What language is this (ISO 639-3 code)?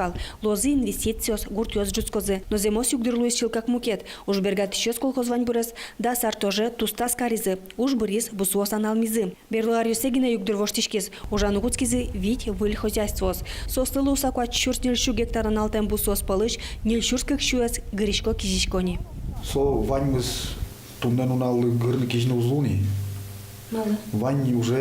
udm